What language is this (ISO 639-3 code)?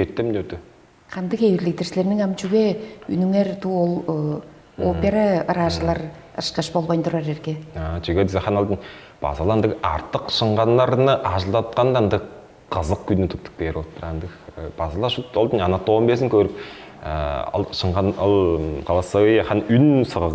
tyv